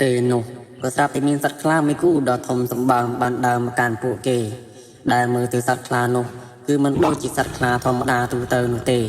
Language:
Khmer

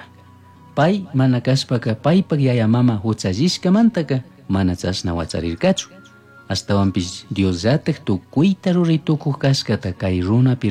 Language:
Chimborazo Highland Quichua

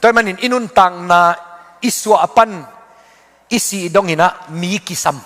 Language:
Tedim Chin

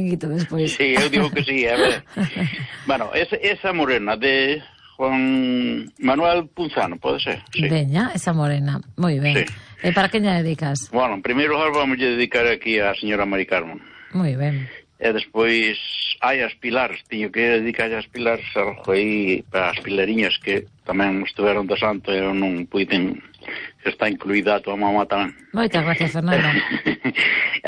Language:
Galician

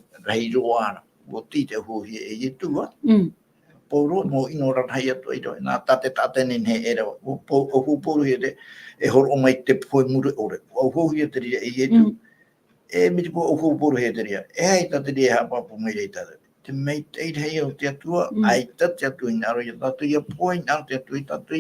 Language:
Tahitian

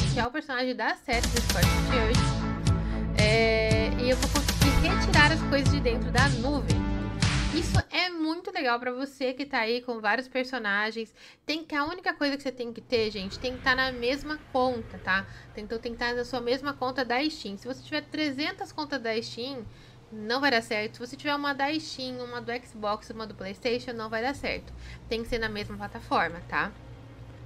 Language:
Portuguese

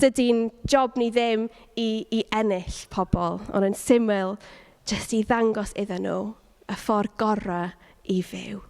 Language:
Welsh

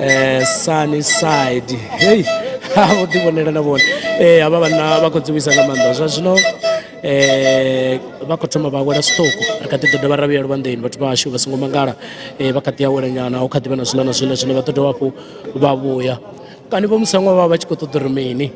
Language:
Venda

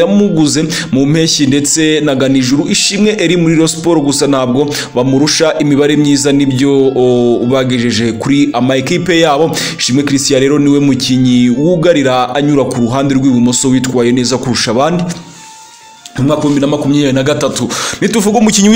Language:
Kinyarwanda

